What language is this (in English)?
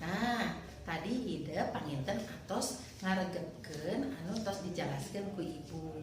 Sundanese